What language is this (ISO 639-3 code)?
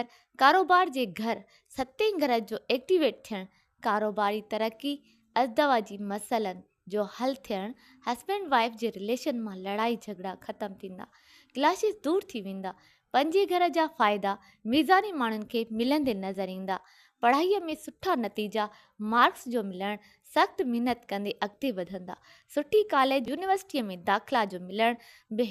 snd